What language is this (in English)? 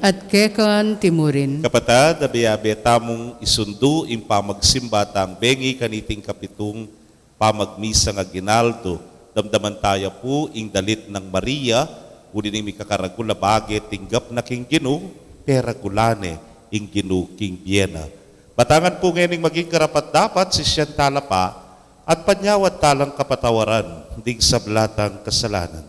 Pampanga